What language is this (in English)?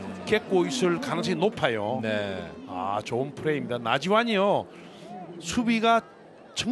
Korean